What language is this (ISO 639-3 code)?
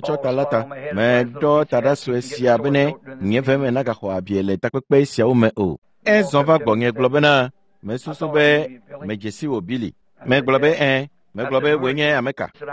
ewe